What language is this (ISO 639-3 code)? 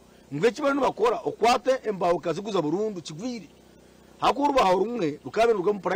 nyn